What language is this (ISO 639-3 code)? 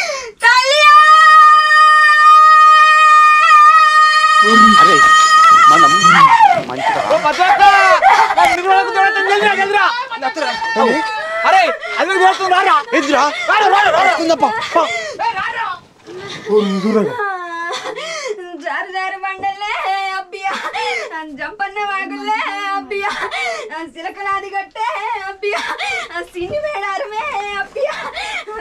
tel